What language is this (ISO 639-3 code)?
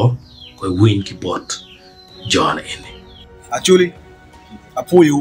ach